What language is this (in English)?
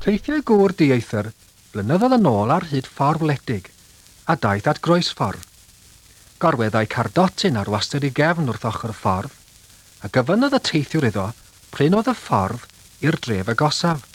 Welsh